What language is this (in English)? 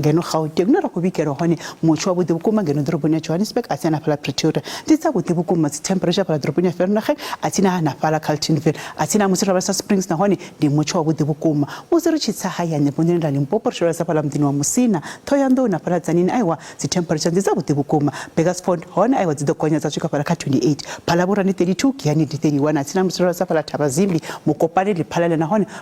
Venda